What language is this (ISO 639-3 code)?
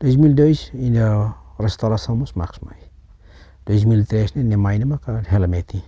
tet